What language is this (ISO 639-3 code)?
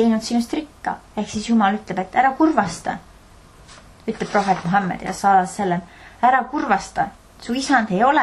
est